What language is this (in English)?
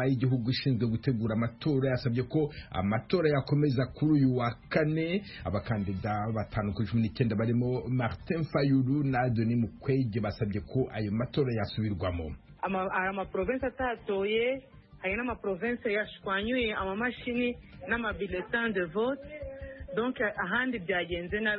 Kinyarwanda